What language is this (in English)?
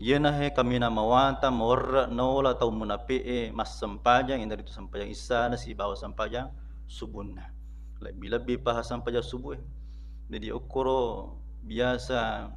Buginese